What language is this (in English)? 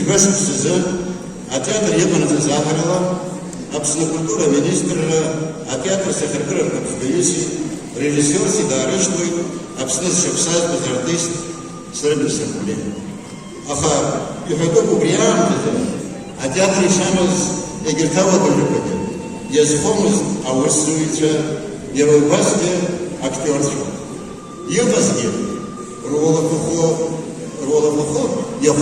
Abkhazian